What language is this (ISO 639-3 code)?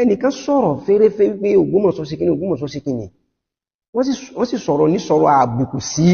yor